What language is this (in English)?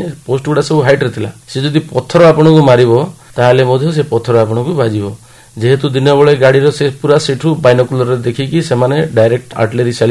Odia